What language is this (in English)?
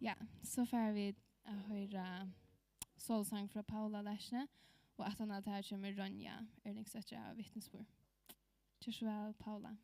Faroese